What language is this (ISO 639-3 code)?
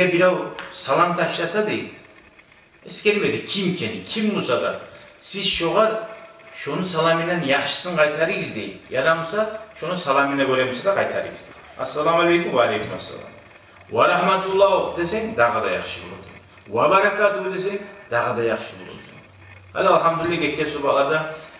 kum